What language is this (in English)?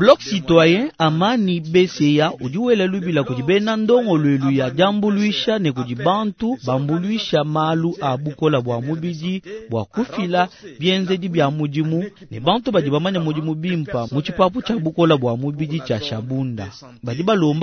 Luba-Lulua